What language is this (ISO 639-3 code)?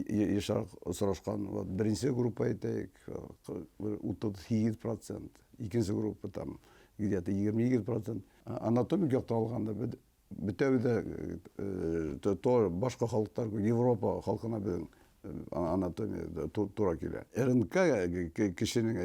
bak